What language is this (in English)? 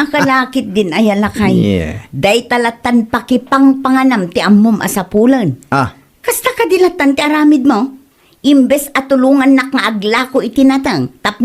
Iloko